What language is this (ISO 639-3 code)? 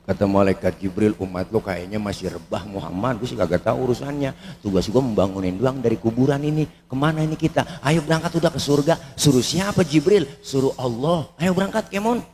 bew